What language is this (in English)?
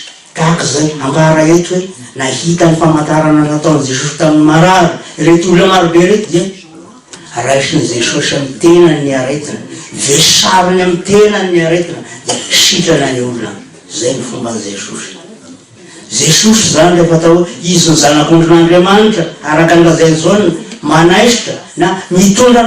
Malagasy